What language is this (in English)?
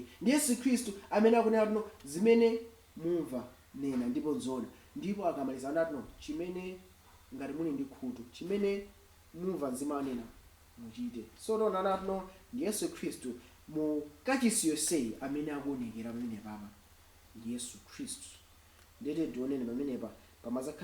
Nyanja